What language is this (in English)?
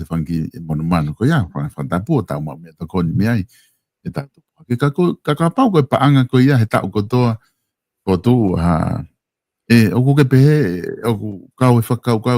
Tongan